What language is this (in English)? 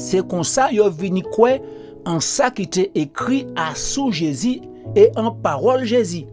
Guadeloupean Creole French